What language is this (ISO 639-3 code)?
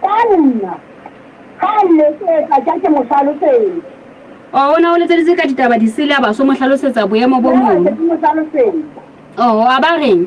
sot